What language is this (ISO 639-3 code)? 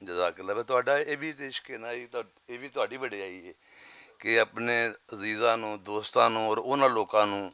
lah